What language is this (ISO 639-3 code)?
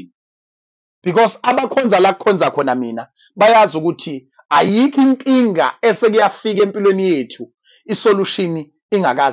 zul